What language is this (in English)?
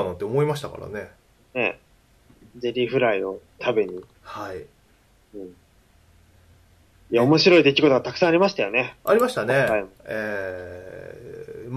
Japanese